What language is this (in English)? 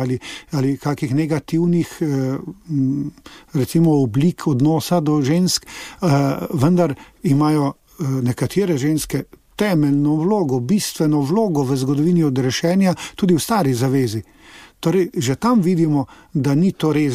Slovenian